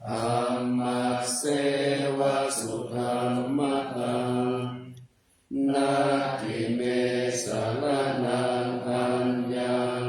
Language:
Pali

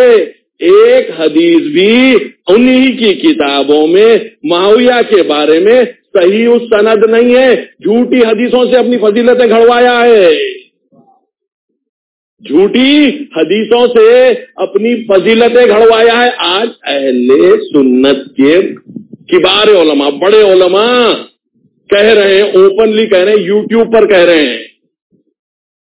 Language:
Urdu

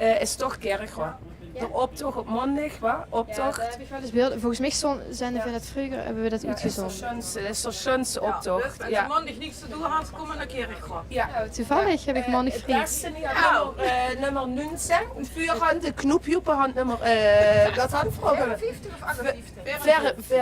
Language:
Limburgish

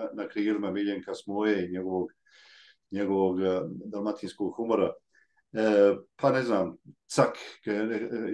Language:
Croatian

